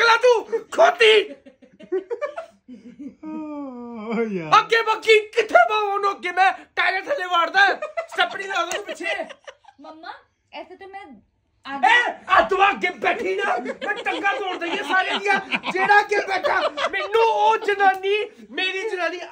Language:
Punjabi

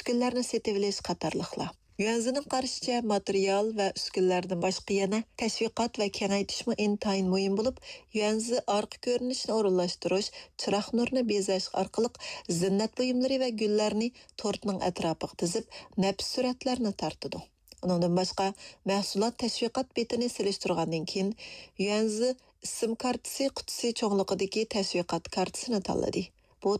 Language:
Uyghur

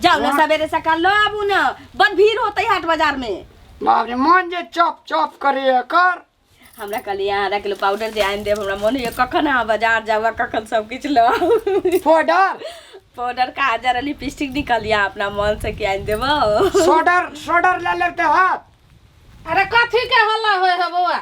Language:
Maithili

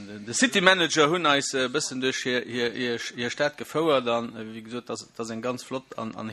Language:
Luxembourgish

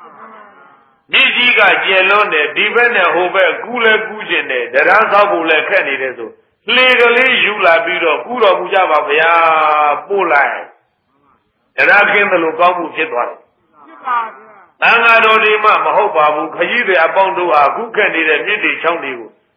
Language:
Burmese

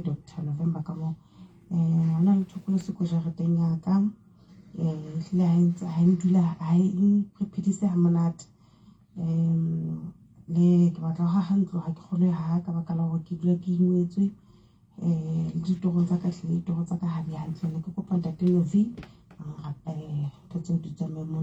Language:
Southern Sotho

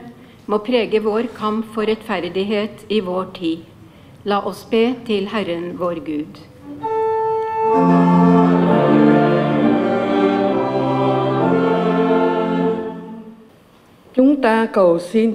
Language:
Norwegian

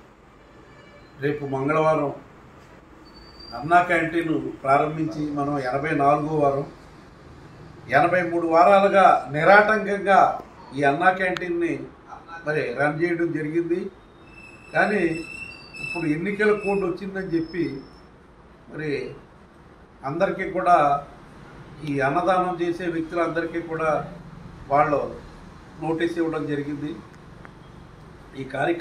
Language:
Telugu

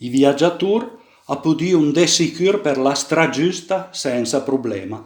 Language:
Piedmontese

